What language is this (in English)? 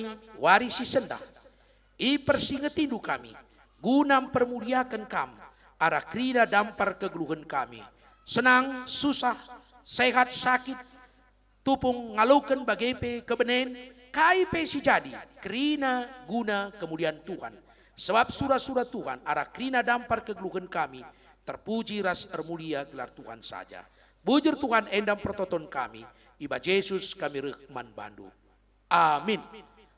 Batak Karo